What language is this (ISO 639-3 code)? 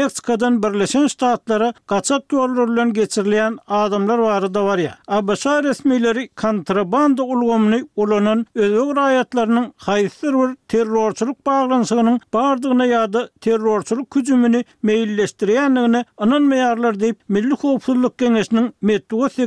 tuk